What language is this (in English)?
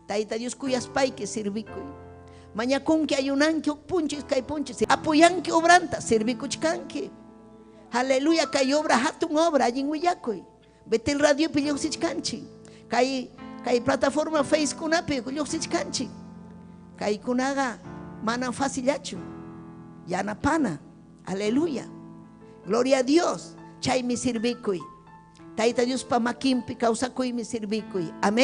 Ayacucho Quechua